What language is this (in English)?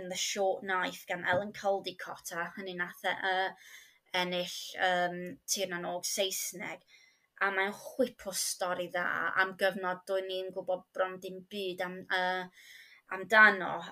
Welsh